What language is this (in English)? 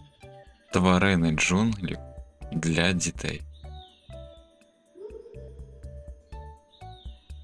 Ukrainian